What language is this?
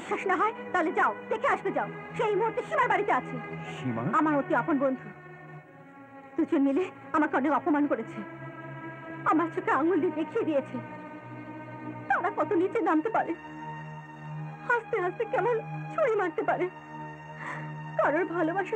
Bangla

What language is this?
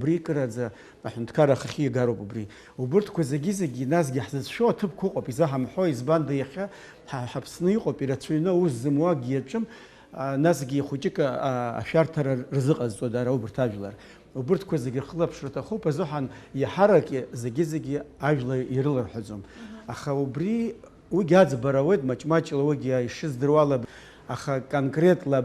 Abkhazian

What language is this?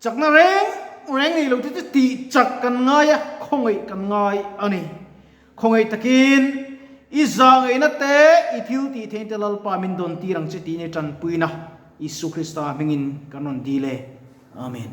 Mizo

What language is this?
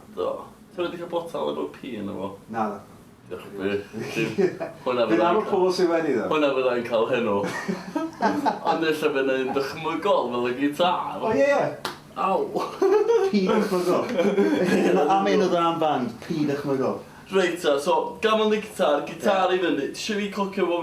Welsh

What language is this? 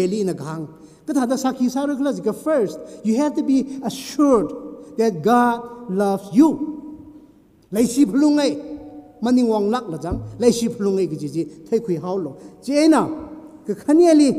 Tangkhul Naga (India)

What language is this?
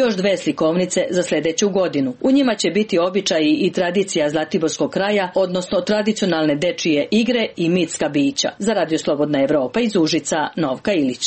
Serbian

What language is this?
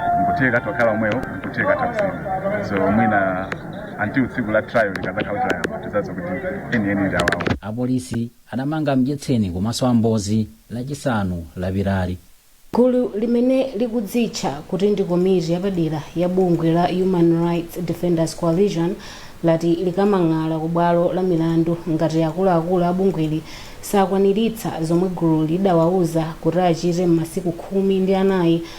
Nyanja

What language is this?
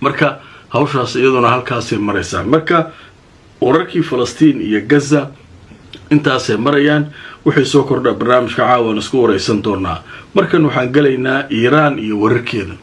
Somali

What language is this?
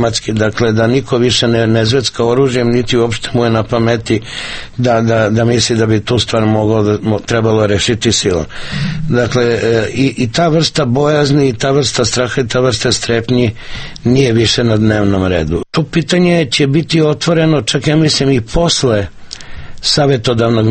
Serbian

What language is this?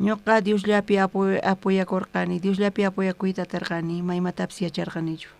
South Bolivian Quechua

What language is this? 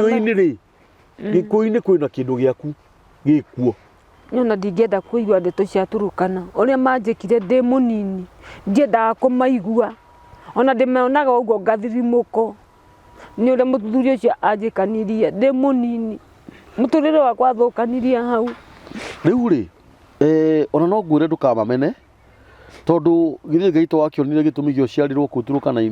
Kikuyu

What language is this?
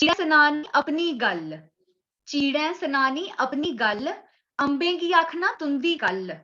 Dogri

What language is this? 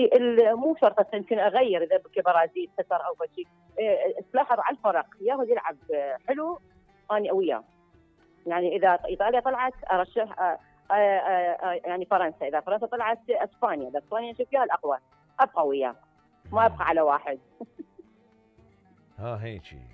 Mesopotamian Arabic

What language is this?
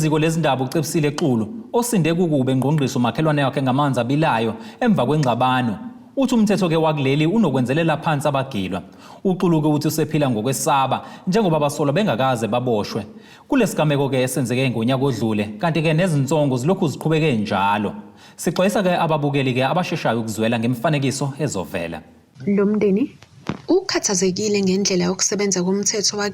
Zulu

